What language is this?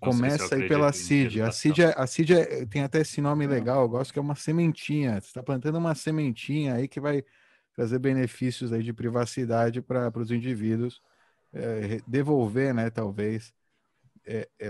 Portuguese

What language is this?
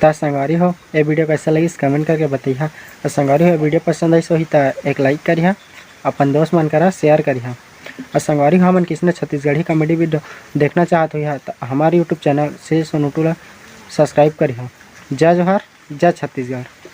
Chhattisgarhi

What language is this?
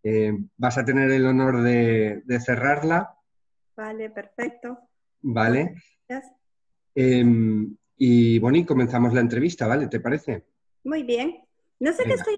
Spanish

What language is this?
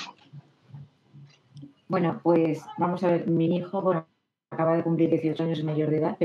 Spanish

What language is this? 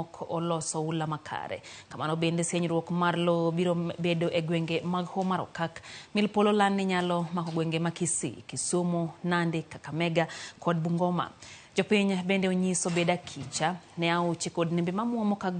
Luo (Kenya and Tanzania)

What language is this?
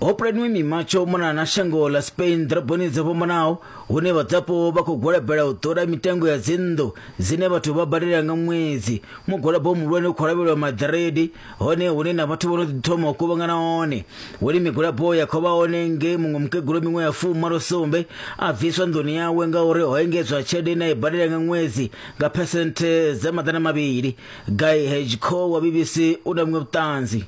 Venda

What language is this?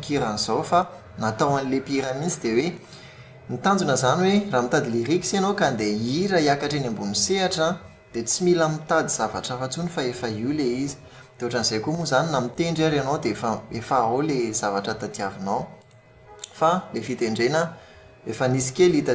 Malagasy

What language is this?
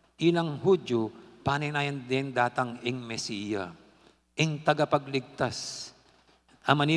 Pampanga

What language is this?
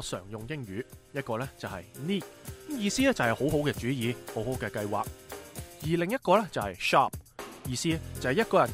Cantonese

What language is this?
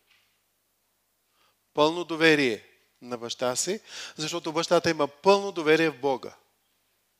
Bulgarian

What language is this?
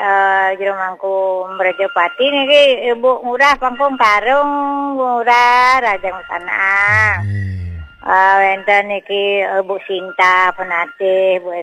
Balinese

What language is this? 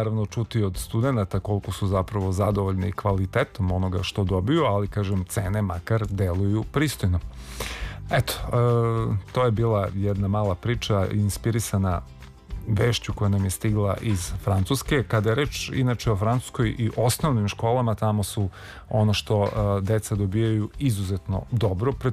Serbian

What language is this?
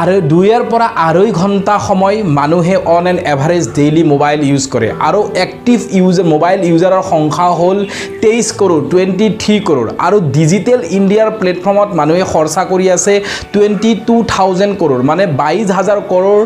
Assamese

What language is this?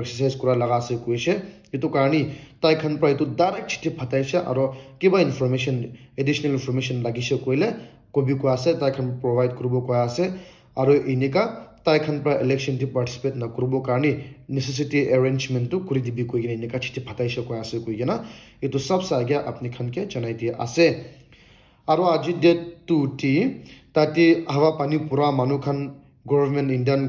Naga Pidgin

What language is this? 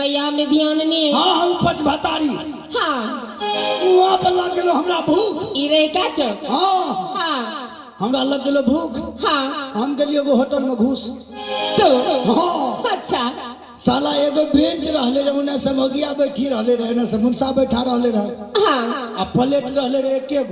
Maithili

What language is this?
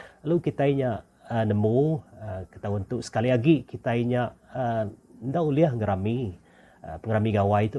Iban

